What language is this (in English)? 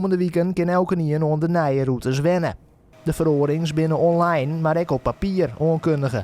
Western Frisian